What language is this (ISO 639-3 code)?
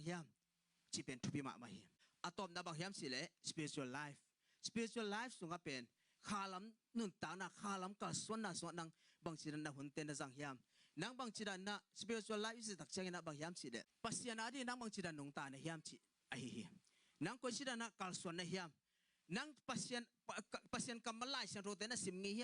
ctd